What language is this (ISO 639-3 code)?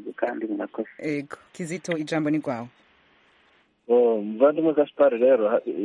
kin